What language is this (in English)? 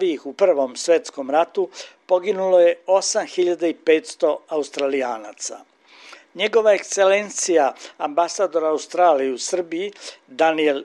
Serbian